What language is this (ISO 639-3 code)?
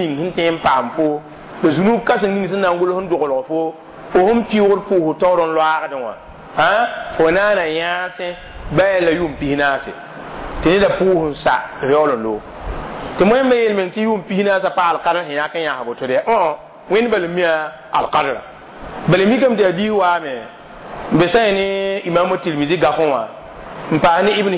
mos